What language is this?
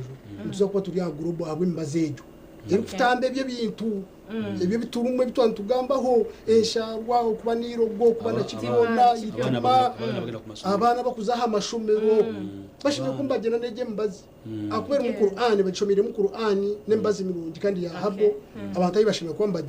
Nyankole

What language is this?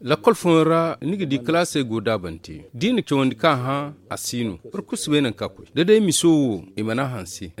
Zarma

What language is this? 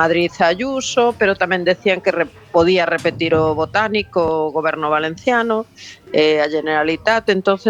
Galician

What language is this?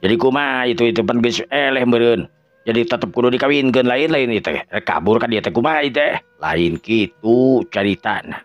Sundanese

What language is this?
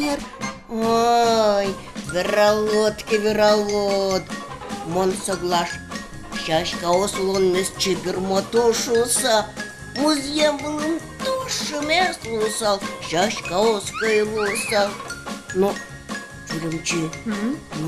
Udmurt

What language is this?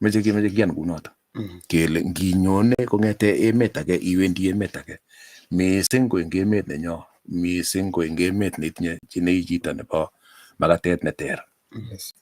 Kalenjin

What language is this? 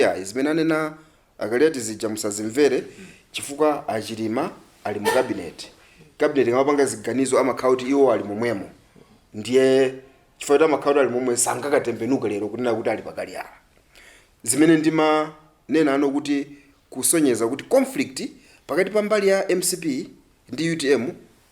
Nyanja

